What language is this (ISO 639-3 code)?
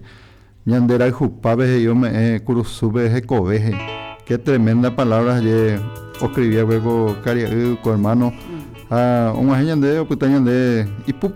grn